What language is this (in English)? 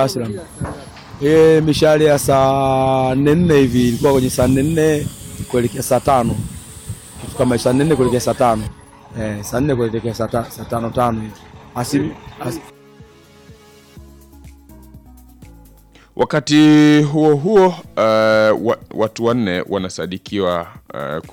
Swahili